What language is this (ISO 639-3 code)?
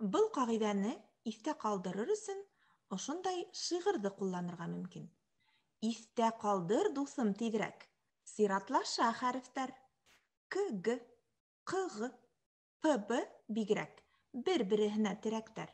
bak